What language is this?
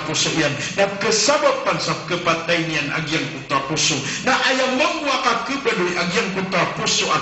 Maranao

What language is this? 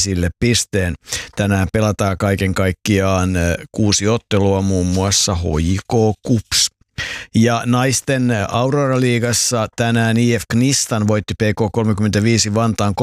Finnish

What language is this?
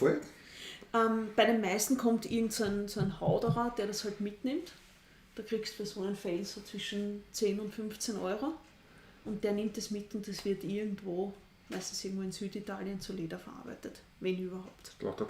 Bavarian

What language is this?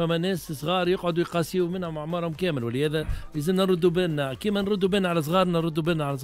Tunisian Arabic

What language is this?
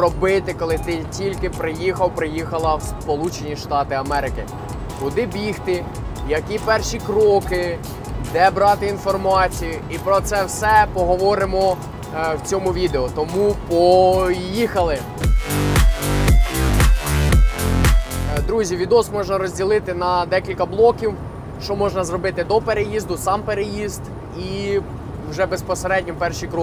Ukrainian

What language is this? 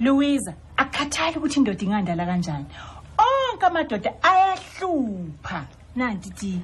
Zulu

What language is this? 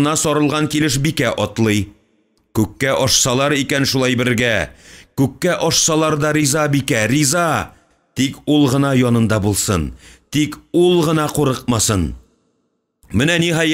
Tatar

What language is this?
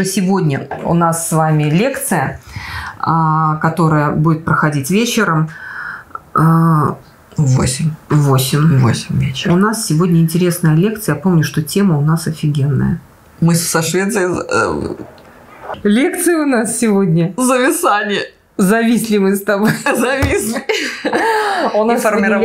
Russian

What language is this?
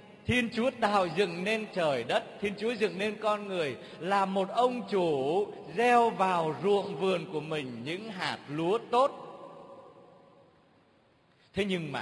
Vietnamese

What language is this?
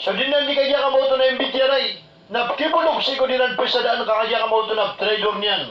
Maranao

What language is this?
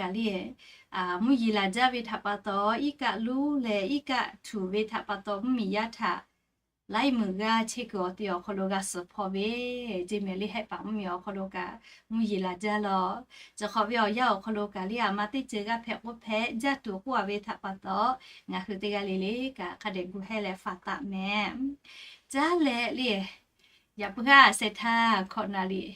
Lahu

